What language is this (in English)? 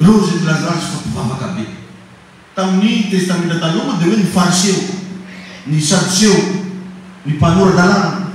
Malagasy